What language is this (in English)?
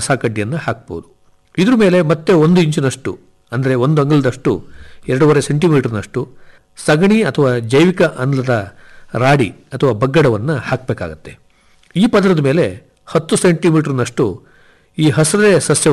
Kannada